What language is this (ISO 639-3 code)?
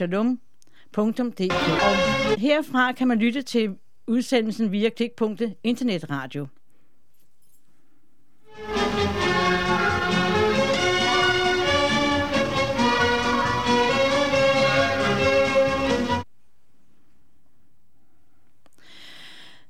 dan